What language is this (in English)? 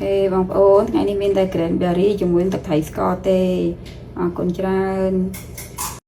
Khmer